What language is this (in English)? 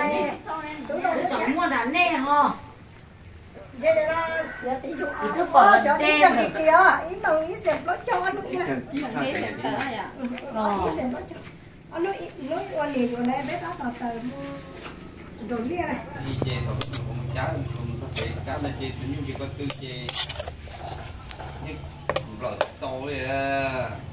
Vietnamese